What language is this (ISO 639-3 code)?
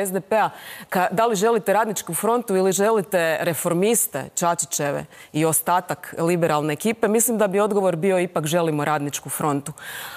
hrv